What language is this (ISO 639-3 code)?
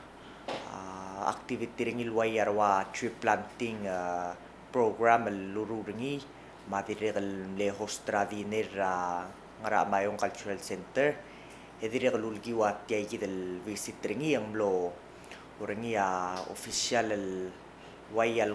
pau